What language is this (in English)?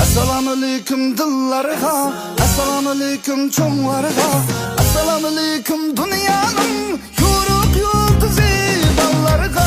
Uyghur